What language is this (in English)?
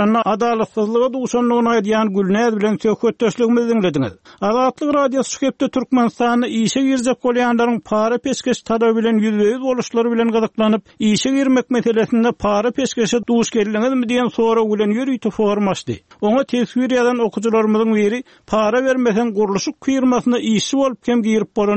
Turkmen